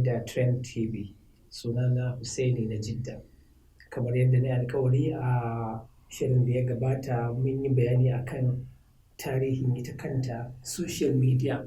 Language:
Hausa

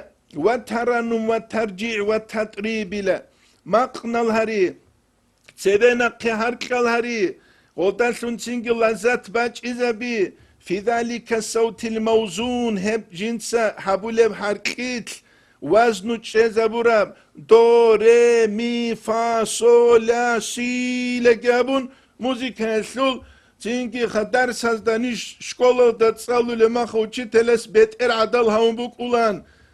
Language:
Avaric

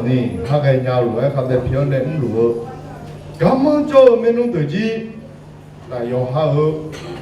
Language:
Akha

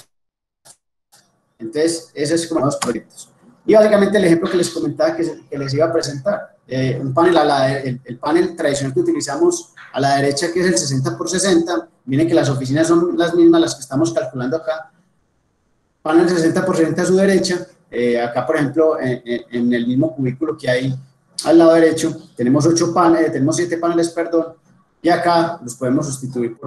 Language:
Spanish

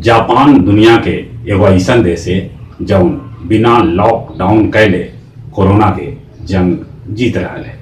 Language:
Magahi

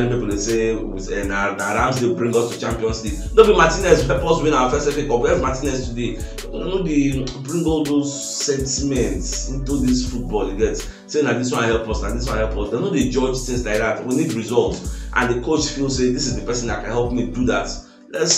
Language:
Nigerian Pidgin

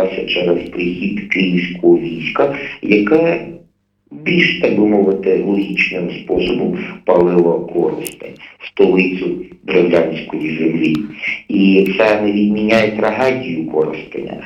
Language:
Ukrainian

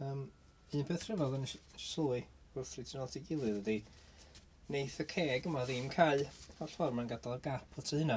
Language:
Welsh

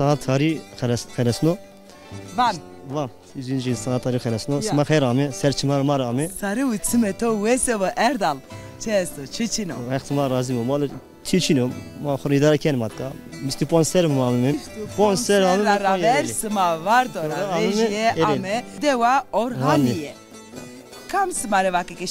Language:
Zaza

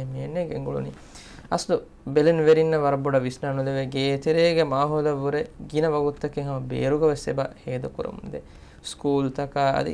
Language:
Divehi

